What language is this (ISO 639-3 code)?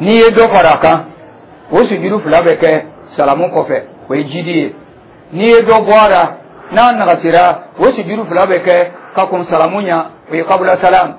dyu